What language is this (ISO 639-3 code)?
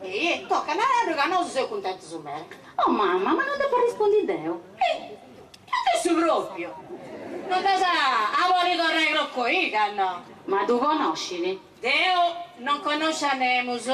srd